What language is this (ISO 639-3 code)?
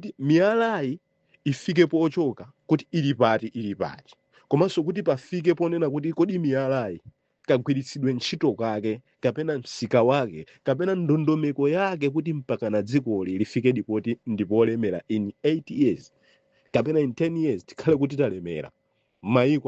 nya